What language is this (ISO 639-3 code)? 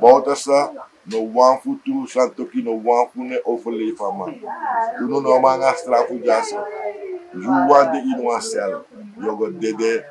srn